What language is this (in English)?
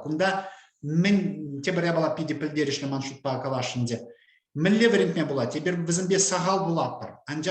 Chuvash